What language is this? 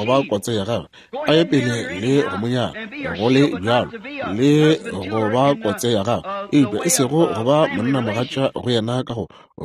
Northern Sotho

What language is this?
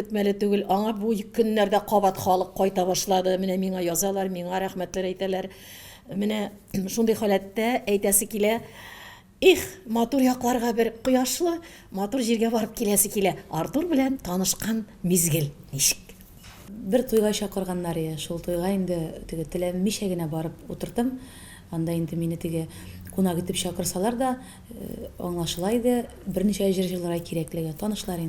Tatar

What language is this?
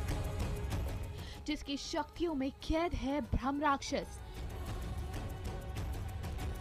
Hindi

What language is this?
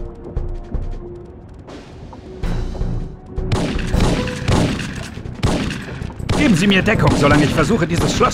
German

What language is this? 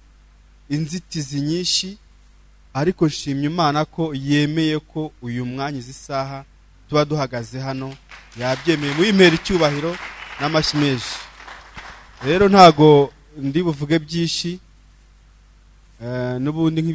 Kinyarwanda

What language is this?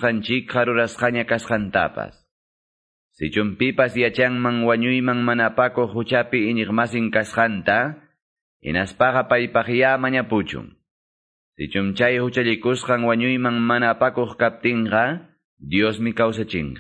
Quechua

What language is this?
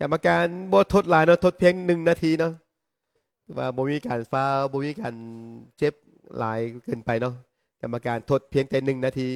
Lao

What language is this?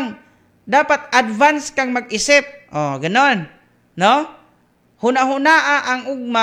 Filipino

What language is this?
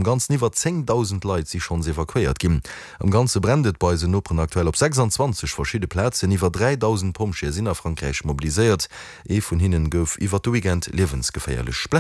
Luxembourgish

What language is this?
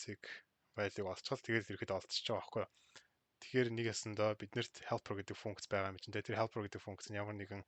Mongolian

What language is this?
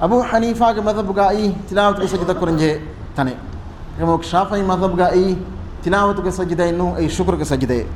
Divehi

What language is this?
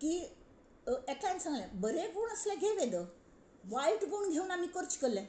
Konkani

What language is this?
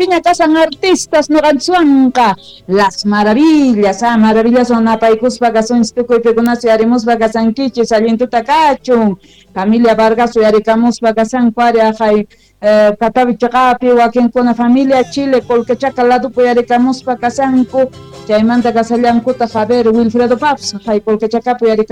South Bolivian Quechua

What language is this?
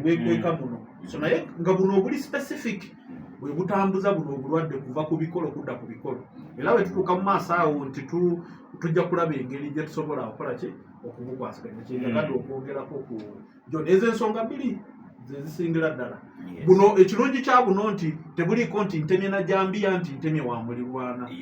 Ganda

